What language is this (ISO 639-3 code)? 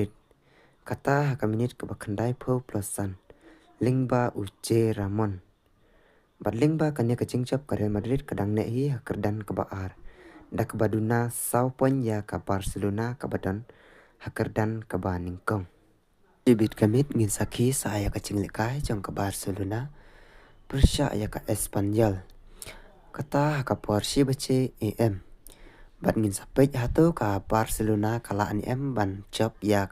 kha